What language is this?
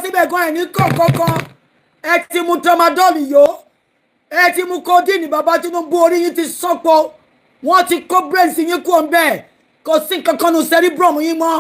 Yoruba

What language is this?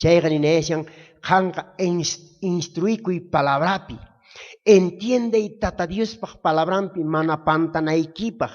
South Bolivian Quechua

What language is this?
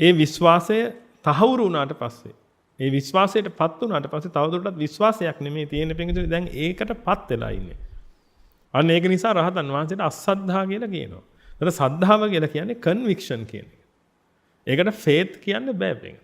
Sinhala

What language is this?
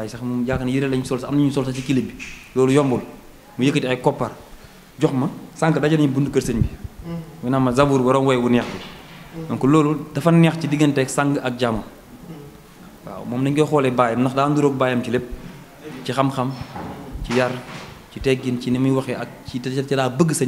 Wolof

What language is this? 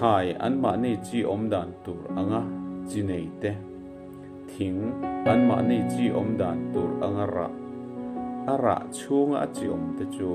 Mizo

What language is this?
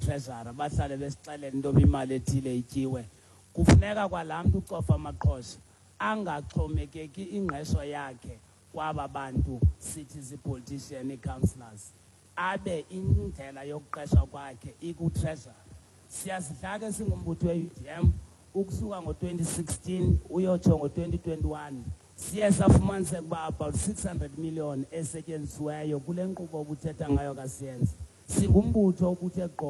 Xhosa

